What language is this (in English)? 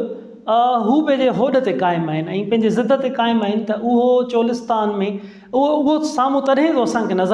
Sindhi